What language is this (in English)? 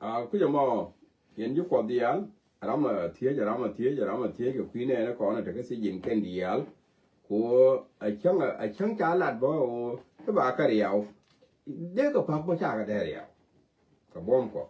Nuer